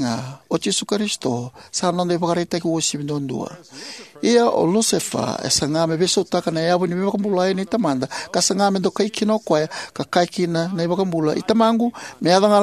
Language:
Fijian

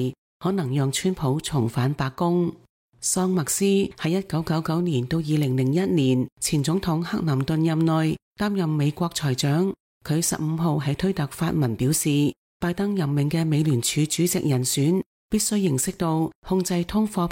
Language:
Cantonese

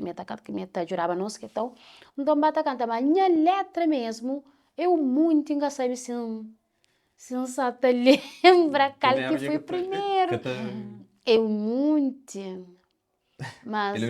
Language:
Kabuverdianu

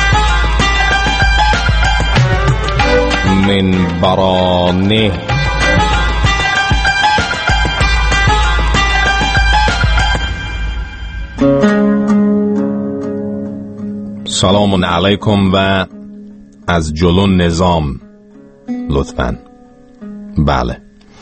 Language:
Persian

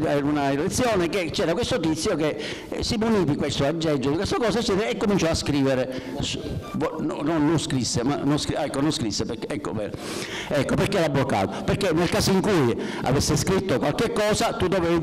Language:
Italian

